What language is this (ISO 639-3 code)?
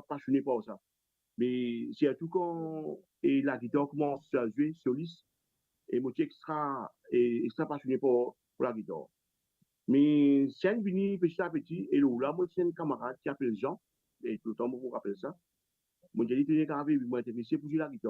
mfe